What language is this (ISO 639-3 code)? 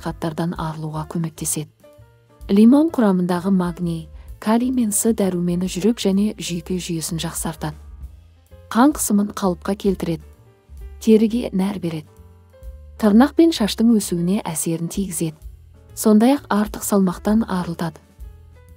kaz